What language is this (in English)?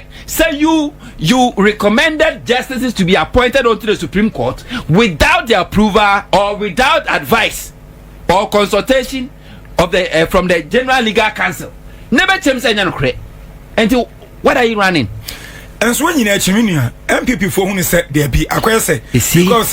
Akan